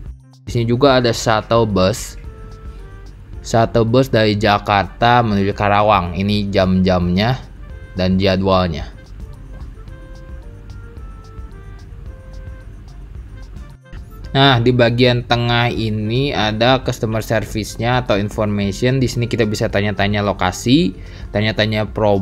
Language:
Indonesian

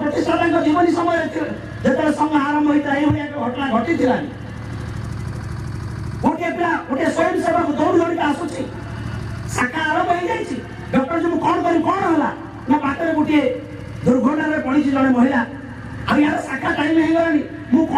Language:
Odia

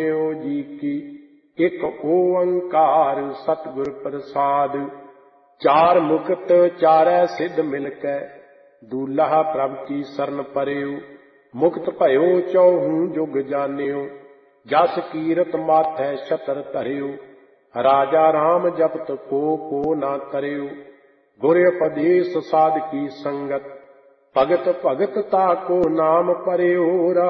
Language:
Punjabi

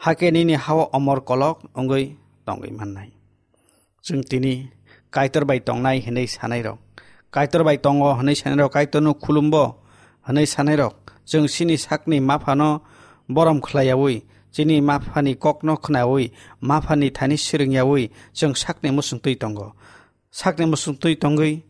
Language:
Kok Borok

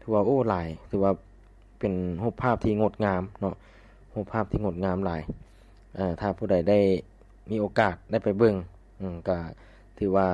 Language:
Lao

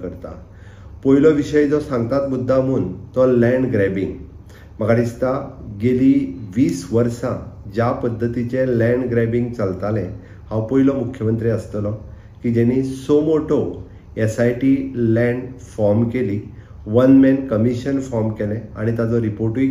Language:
Konkani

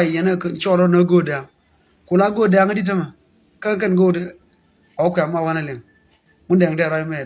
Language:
Nuer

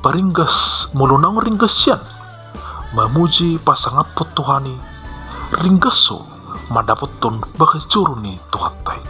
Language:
Batak Toba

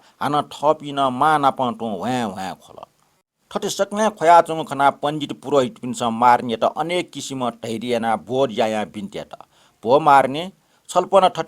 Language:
Newari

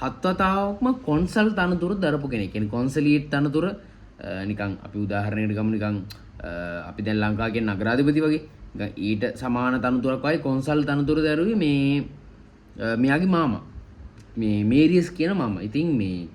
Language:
Sinhala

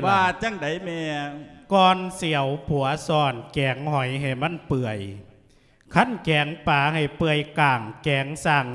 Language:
Lao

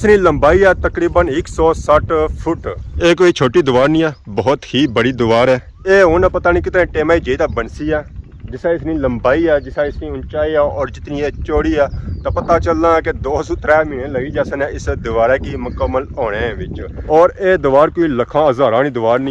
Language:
Pahari-Potwari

